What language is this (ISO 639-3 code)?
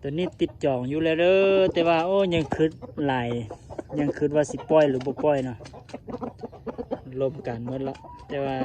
lao